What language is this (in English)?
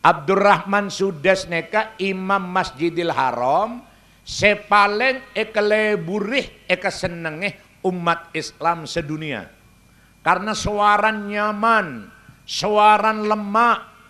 Madurese